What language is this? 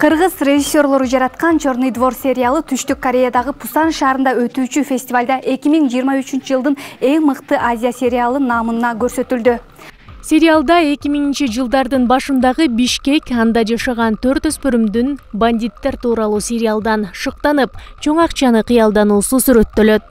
Kyrgyz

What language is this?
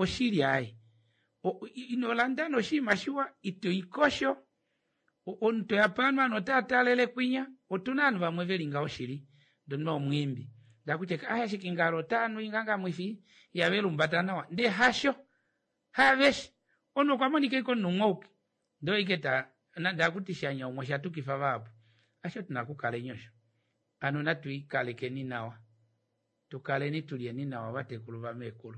Kuanyama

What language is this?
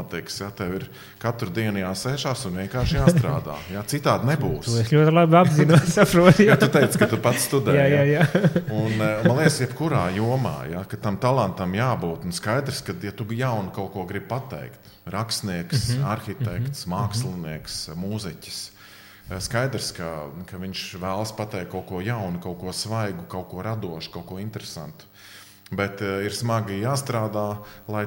Latvian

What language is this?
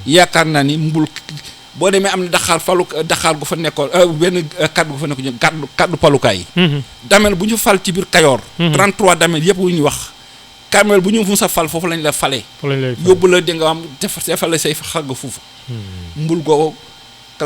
Wolof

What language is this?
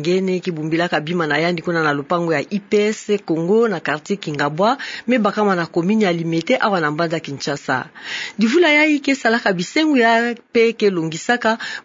Kituba (Democratic Republic of Congo)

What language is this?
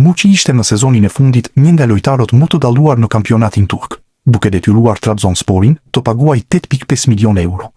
Albanian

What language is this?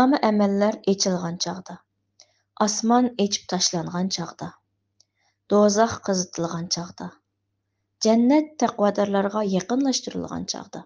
Uyghur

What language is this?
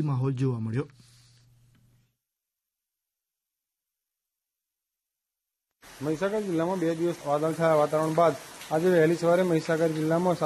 Gujarati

